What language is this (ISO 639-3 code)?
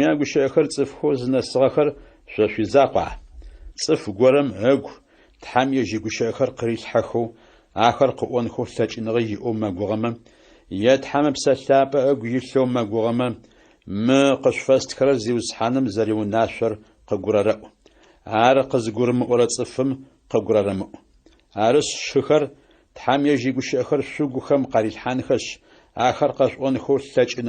ady